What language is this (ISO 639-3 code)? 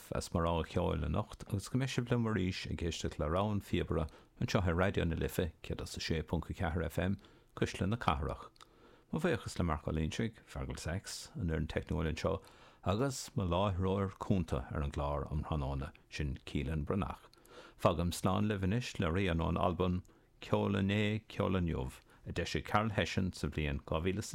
gle